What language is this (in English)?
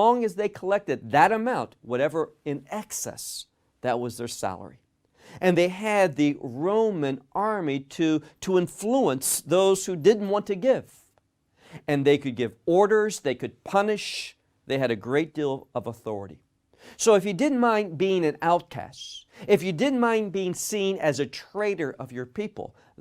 English